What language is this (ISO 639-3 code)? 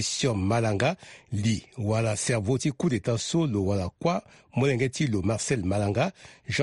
sag